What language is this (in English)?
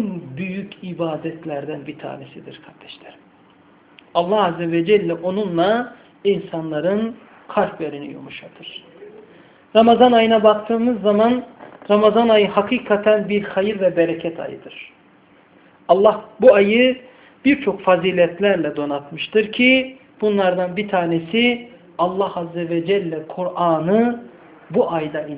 Turkish